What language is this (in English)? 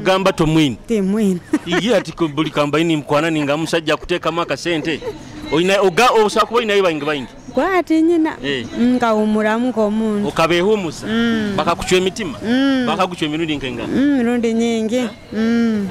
Nyoro